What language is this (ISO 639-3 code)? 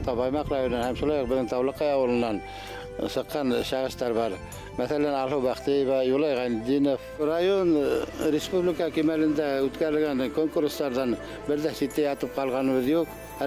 bak